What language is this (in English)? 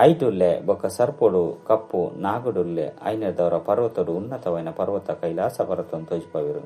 Tulu